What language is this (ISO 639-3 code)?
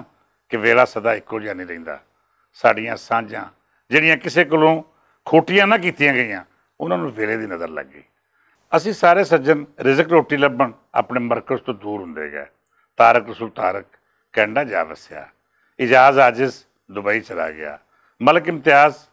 lah